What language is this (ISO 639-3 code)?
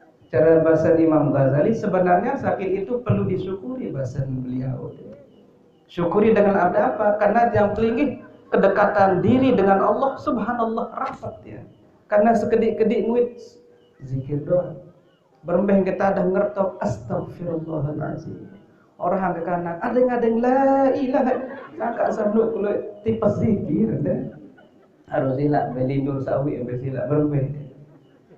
sas